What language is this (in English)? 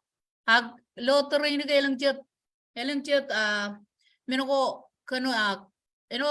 Marshallese